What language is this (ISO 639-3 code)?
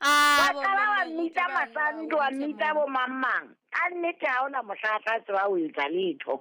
sot